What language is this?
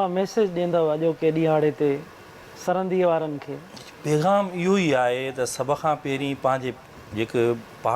Sindhi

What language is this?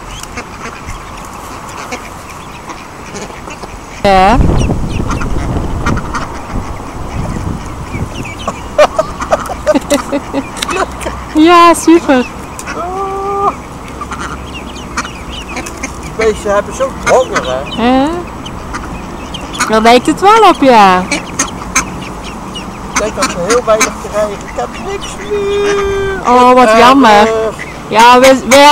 Dutch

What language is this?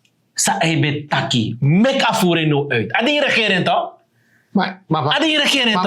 Sranan Tongo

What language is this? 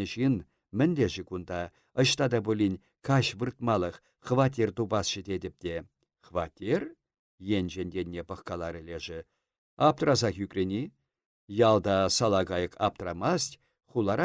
Chuvash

